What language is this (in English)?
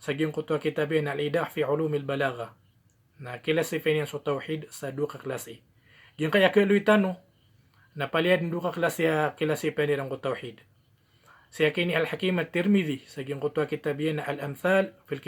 Maranao